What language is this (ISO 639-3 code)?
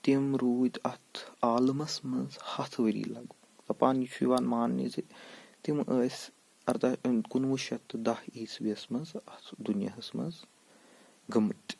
kas